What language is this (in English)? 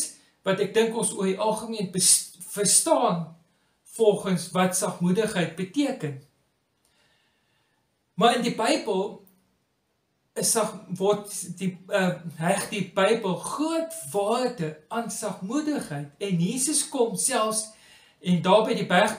Afrikaans